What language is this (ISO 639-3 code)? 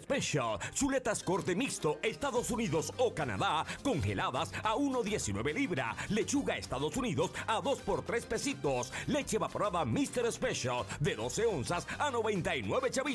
spa